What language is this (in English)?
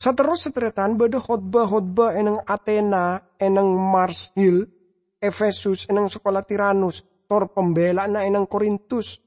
Madurese